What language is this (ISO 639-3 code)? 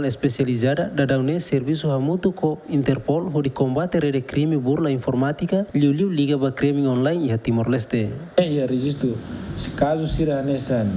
tet